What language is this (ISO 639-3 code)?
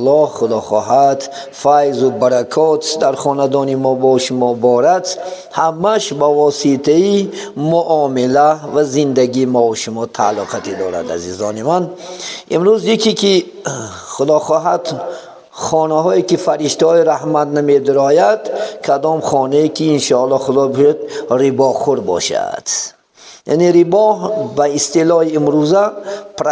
tgk